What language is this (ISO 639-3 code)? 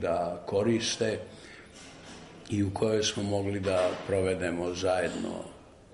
srp